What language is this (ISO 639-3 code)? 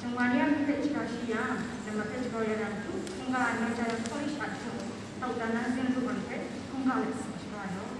kac